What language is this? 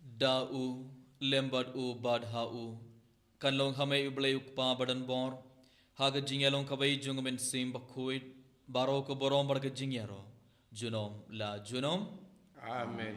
Khasi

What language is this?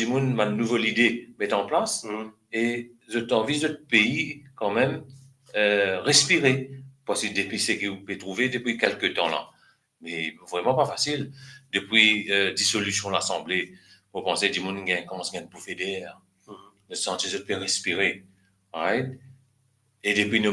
Morisyen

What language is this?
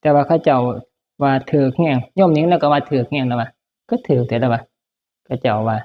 Northeastern Thai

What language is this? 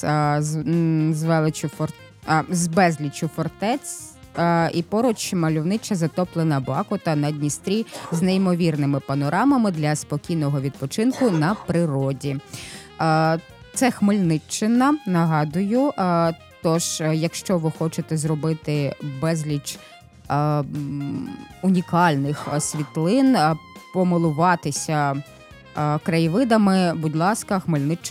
Ukrainian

